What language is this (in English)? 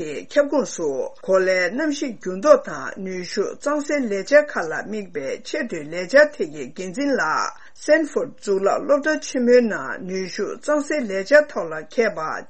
Tibetan